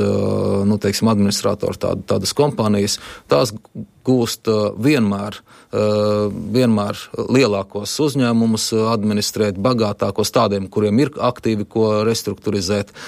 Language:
Latvian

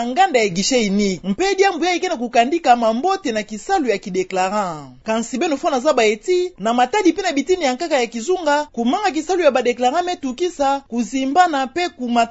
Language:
Kituba (Democratic Republic of Congo)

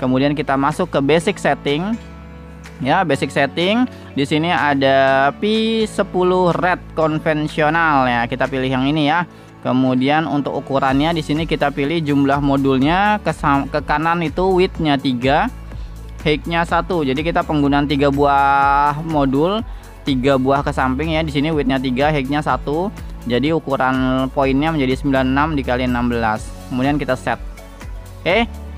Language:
Indonesian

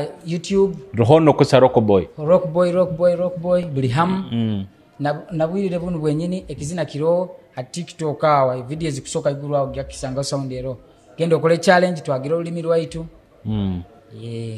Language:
Nyoro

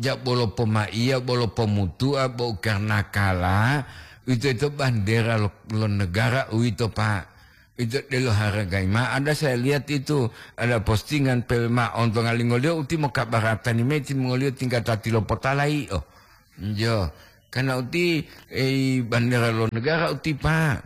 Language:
Gorontalo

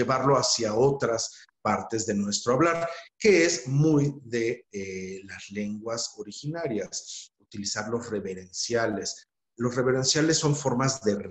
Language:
Spanish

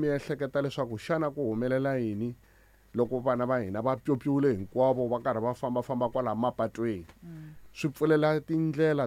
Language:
Tsonga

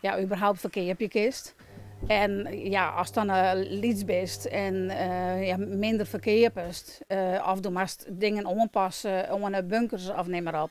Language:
Western Frisian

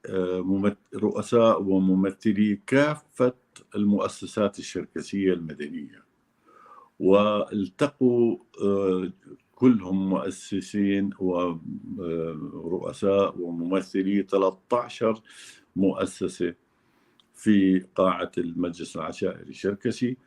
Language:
North Levantine Arabic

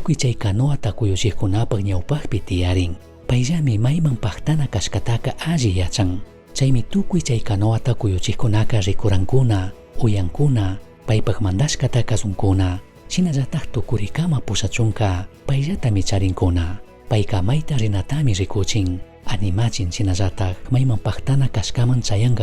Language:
Chimborazo Highland Quichua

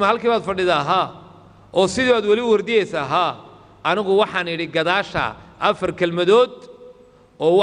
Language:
Somali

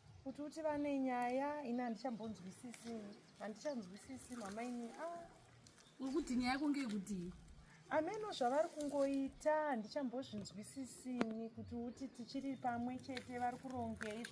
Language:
Shona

